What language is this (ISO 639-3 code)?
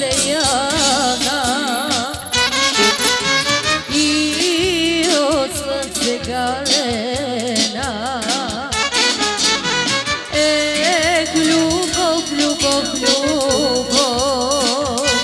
bul